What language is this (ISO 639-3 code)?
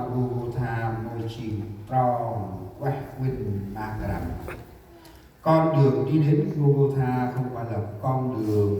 cmo